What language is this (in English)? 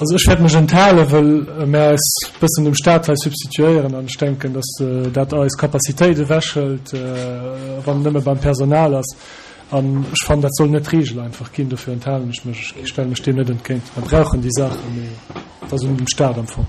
Luxembourgish